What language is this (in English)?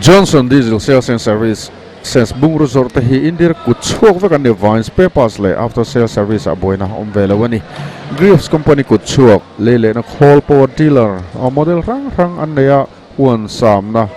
Mizo